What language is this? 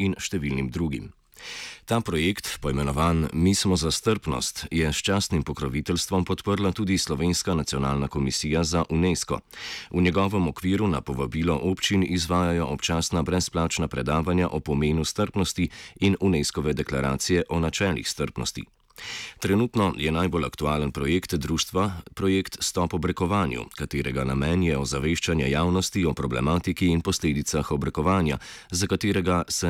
Slovenian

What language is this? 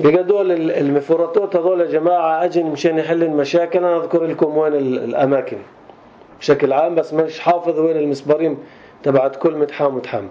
North Levantine Arabic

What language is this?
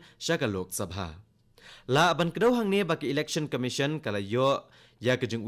Khasi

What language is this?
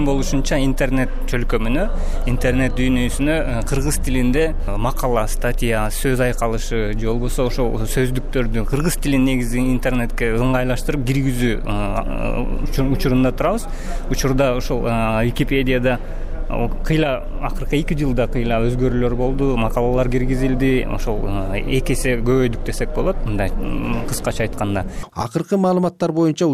Kyrgyz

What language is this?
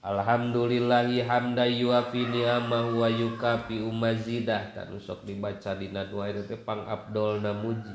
Sundanese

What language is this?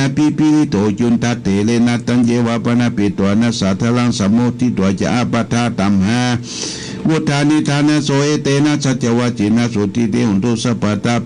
Pali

